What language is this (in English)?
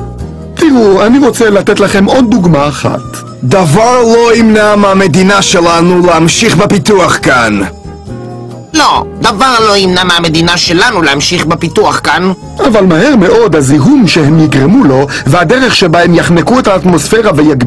Hebrew